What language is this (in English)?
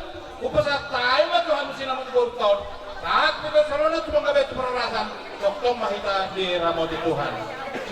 Batak Toba